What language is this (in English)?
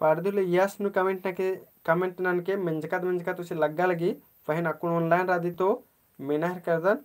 Kurukh